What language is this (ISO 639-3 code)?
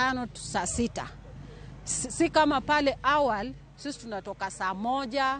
luo